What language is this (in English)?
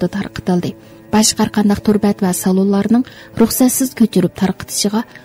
Uyghur